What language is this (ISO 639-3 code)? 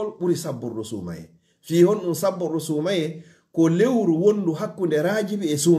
ful